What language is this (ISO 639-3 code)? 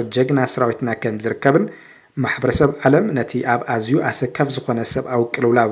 tir